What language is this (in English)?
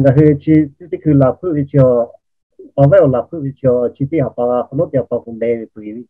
Lahu